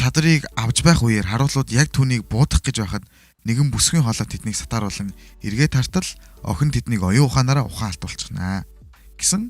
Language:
Mongolian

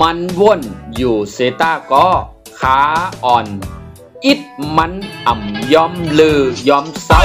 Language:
Shan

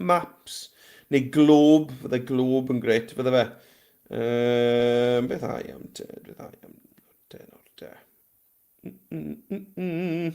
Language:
Welsh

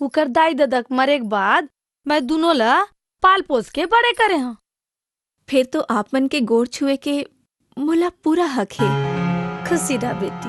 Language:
Chhattisgarhi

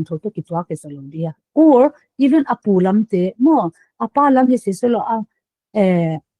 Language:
Paite Chin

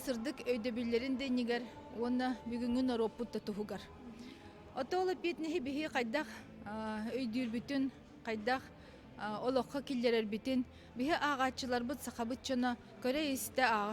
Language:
Yakut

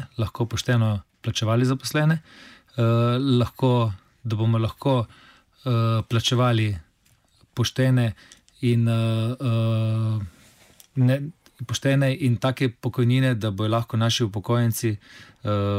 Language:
Slovenian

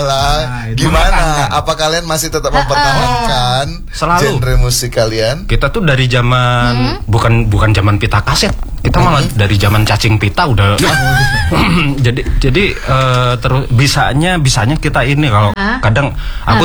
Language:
Indonesian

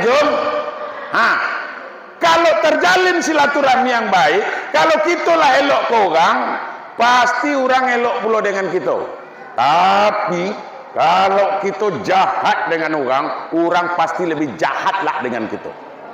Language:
Minangkabau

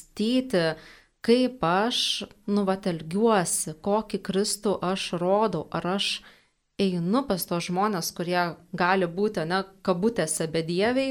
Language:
Lithuanian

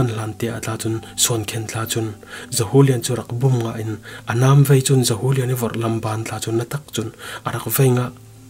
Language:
Falam Chin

